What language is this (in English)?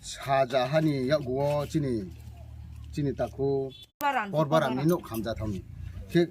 Riang (India)